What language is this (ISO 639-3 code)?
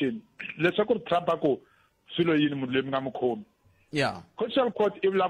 tso